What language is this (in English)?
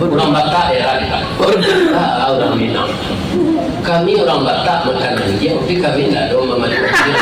Minangkabau